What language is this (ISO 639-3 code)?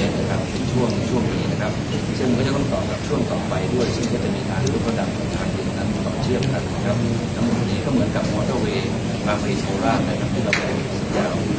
tha